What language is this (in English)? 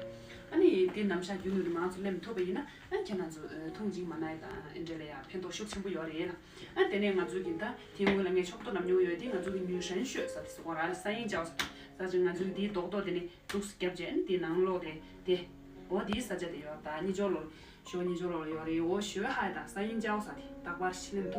Tibetan